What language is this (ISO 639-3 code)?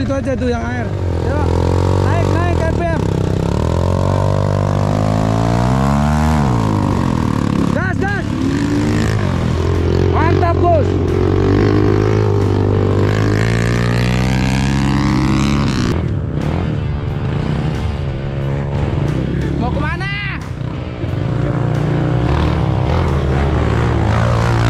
ind